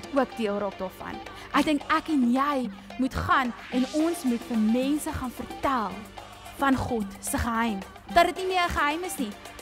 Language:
Afrikaans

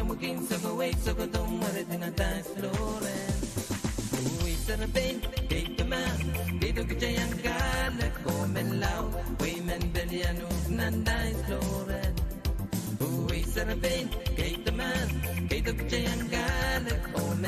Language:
Pohnpeian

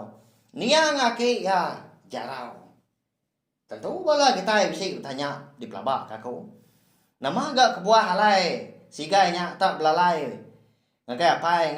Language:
Iban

